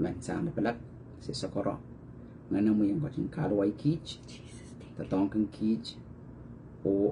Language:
Pohnpeian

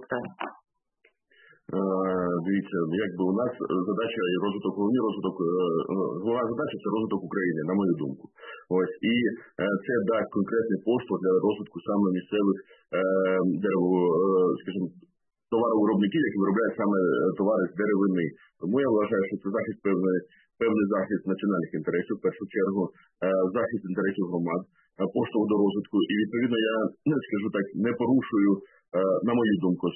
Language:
Ukrainian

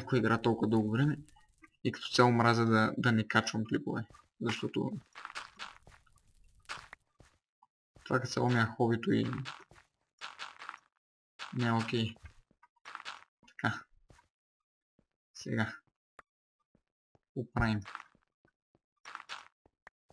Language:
Bulgarian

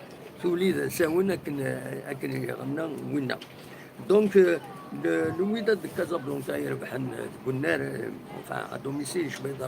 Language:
Kabyle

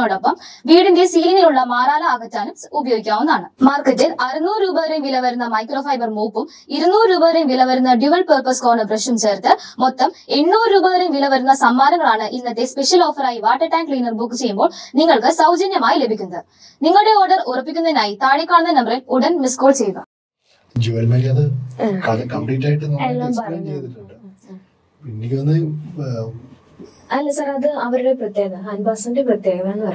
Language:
Malayalam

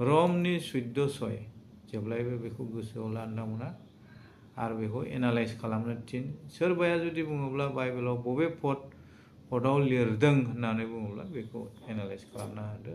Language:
Bodo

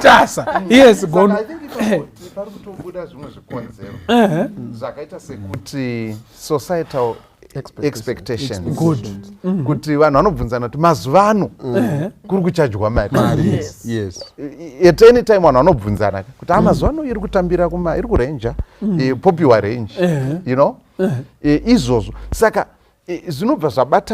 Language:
Shona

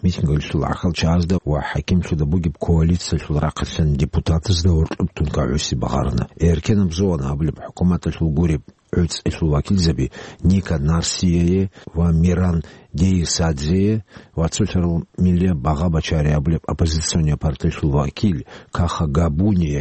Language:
Avaric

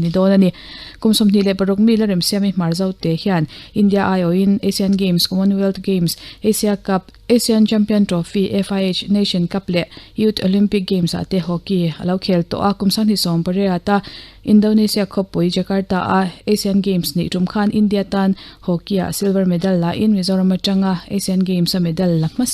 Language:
Mizo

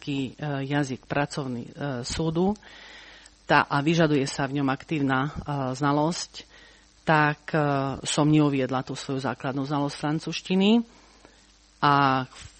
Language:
Slovak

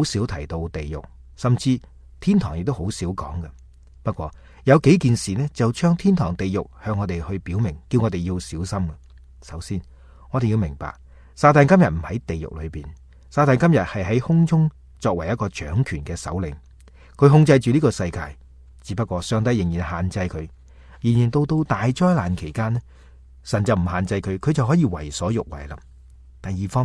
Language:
Cantonese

